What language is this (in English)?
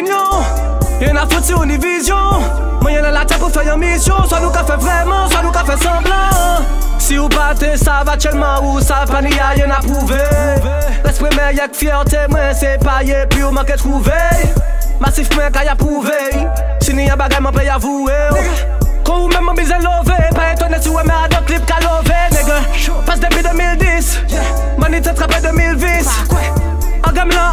French